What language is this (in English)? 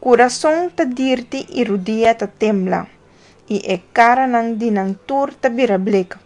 Papiamento